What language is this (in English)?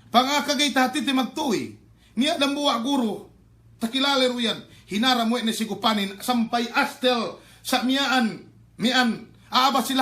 Yakan